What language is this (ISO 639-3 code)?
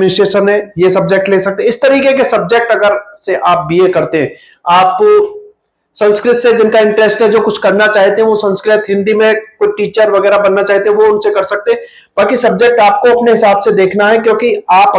hin